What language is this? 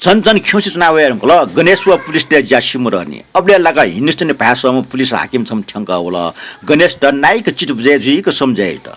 Newari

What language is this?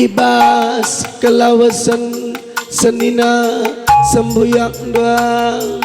Batak Karo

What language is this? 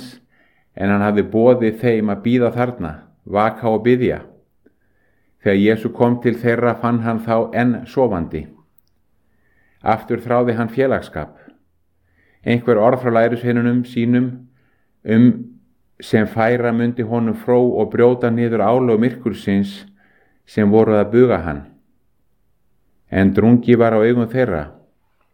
Icelandic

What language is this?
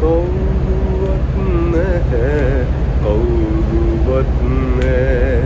Sinhala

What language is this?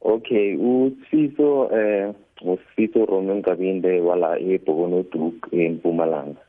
South Ndebele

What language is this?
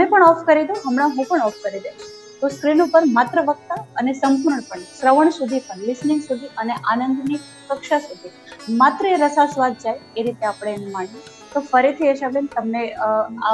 Gujarati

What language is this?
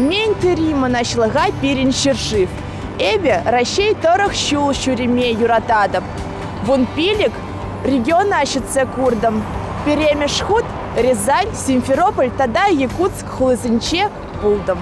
Chuvash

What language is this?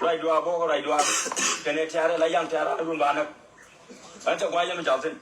Nuer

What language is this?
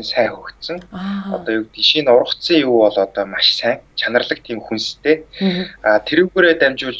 Mongolian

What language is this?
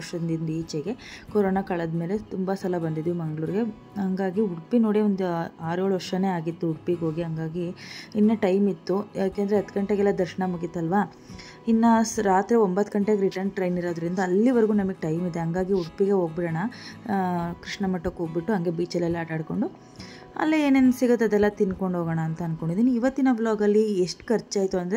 Kannada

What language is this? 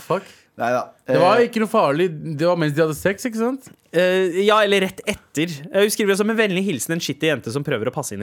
Norwegian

